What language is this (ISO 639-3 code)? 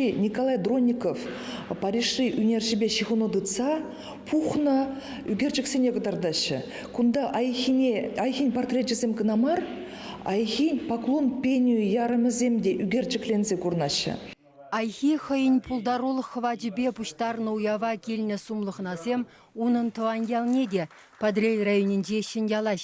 chv